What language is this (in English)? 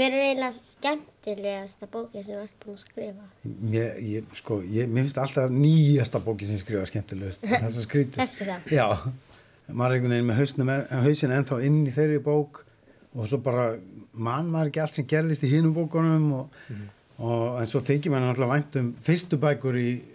Icelandic